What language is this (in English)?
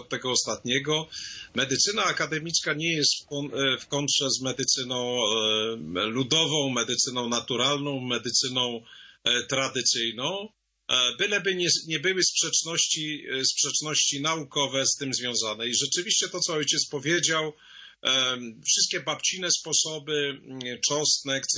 Polish